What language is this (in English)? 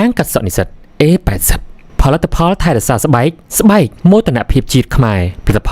Khmer